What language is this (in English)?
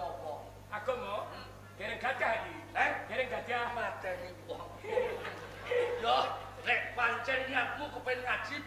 Javanese